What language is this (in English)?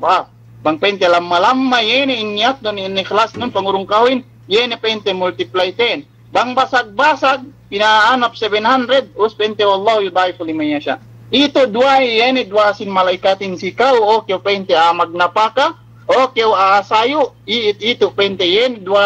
Yakan